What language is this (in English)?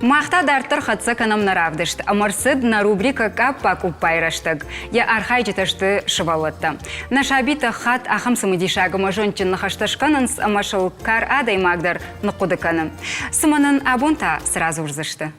Ossetic